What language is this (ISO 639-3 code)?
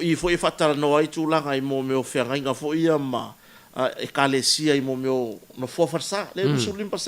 smo